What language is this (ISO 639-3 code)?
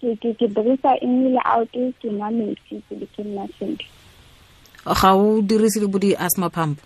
tsn